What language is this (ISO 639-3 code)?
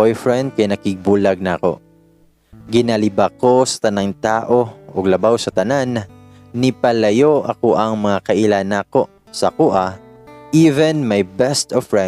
ceb